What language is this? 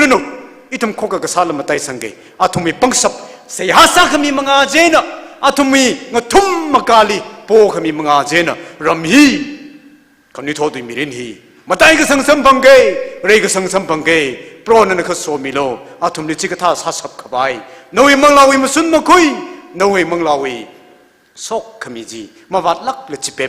Tangkhul Naga (India)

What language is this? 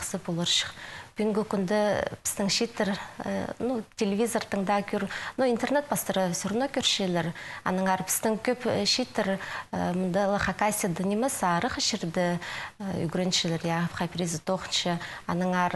Khakas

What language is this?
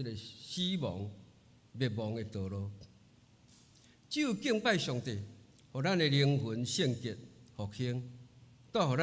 Min Nan Chinese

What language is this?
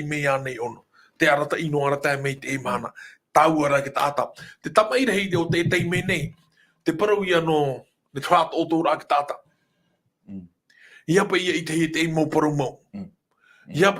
Tahitian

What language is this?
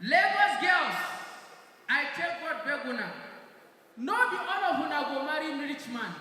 Nigerian Pidgin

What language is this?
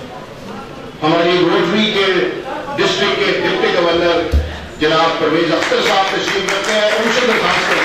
Urdu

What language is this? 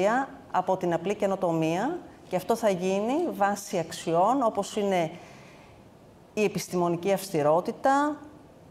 Greek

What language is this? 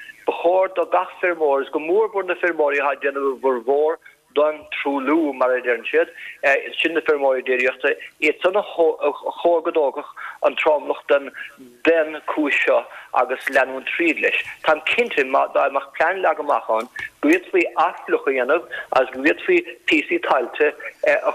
Irish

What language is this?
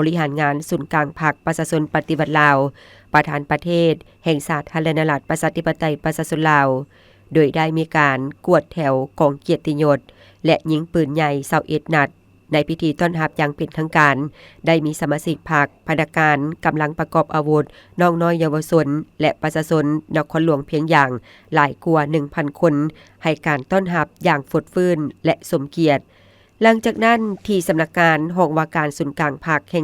Lao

